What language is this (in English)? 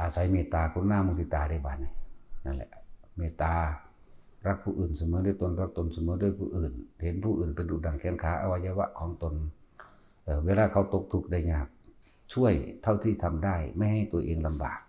Northeastern Thai